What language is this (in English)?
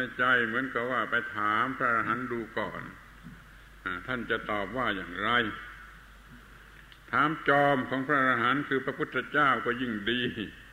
Thai